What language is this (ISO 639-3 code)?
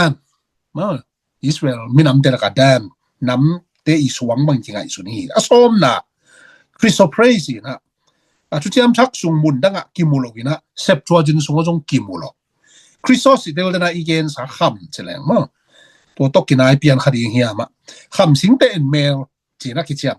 ctd